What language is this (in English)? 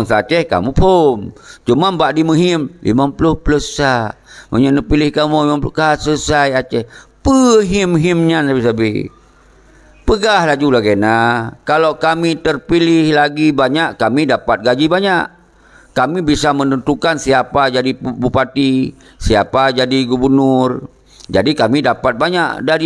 Achinese